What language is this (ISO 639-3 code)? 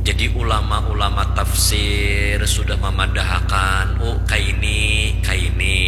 bjn